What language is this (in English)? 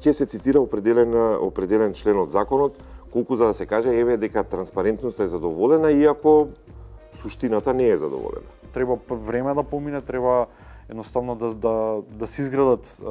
Macedonian